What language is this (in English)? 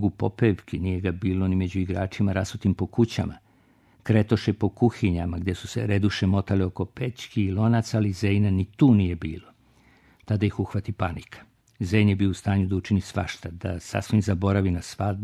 Serbian